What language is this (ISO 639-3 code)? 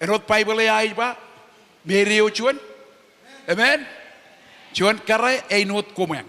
mah